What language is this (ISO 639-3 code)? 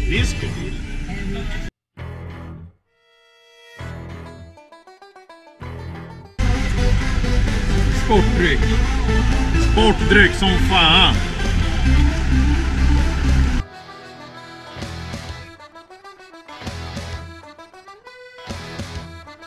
swe